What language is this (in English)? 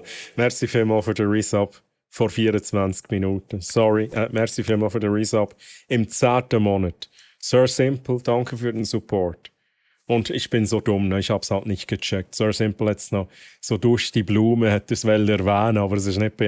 Swiss German